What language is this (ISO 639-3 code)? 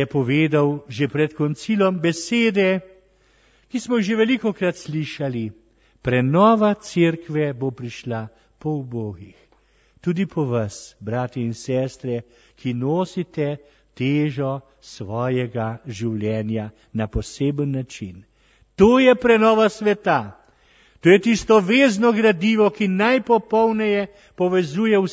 slv